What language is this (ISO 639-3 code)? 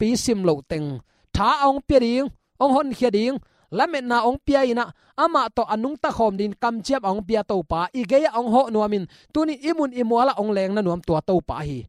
ctd